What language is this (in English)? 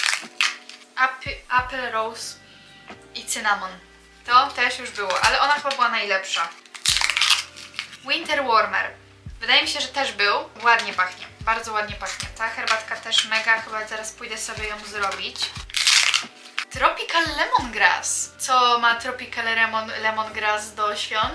Polish